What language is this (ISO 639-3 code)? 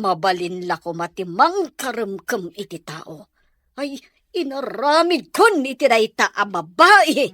ilo